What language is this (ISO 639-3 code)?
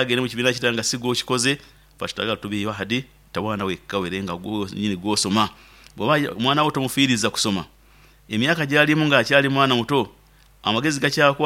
nyo